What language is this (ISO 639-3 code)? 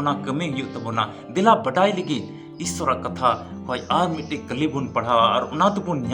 sat